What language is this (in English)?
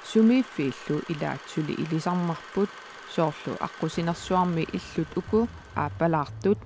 Kalaallisut